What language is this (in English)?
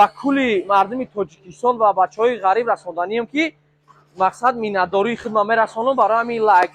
Tajik